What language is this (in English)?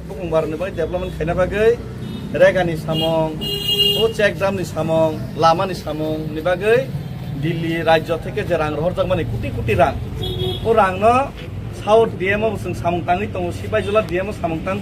Kok Borok